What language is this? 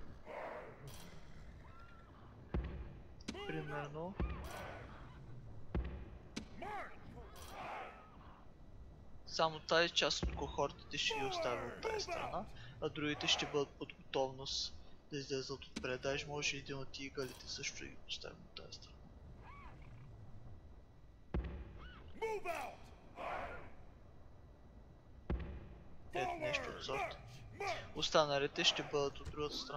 Bulgarian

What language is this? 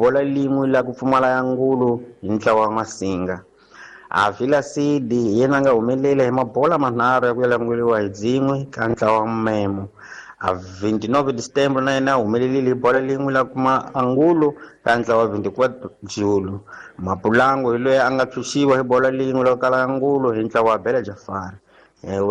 Tsonga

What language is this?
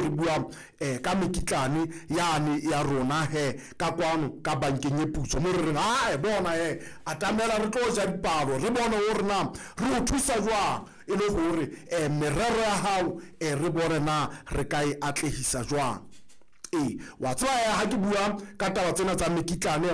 Southern Sotho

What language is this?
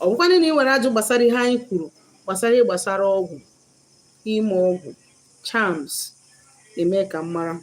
Igbo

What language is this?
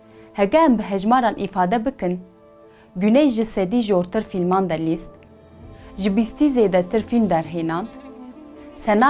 Kurdish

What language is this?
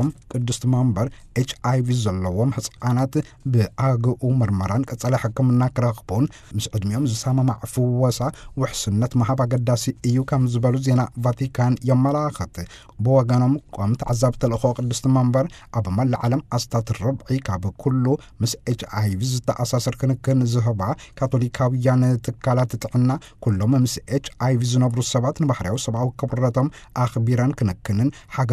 Tigrinya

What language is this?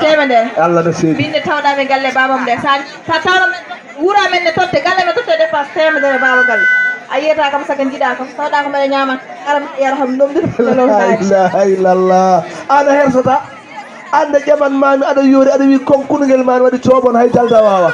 Fula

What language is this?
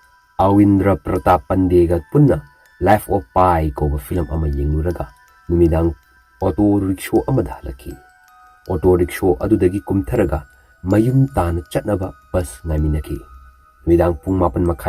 Manipuri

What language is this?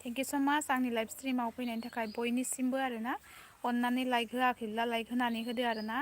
Bodo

